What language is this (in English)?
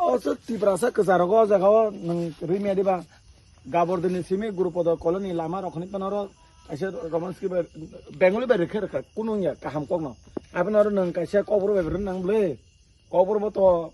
Kok Borok